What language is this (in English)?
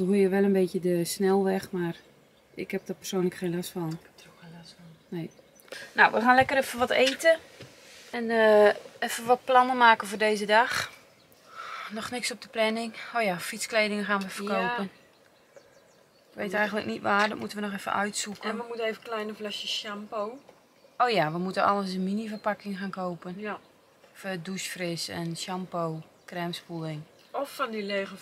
Dutch